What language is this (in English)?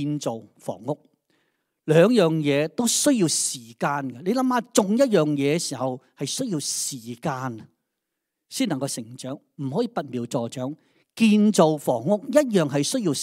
Cantonese